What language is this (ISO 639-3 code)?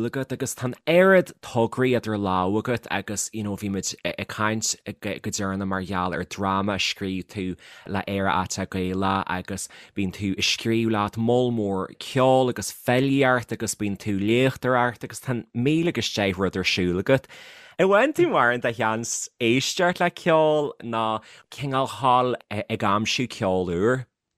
gle